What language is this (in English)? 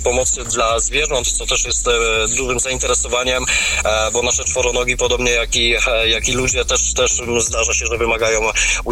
Polish